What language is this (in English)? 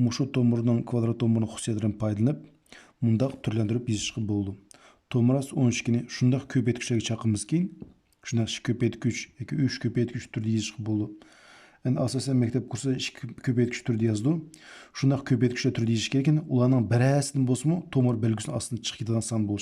Uyghur